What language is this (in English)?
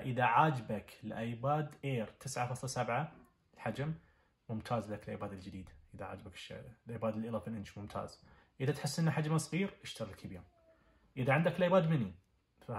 Najdi Arabic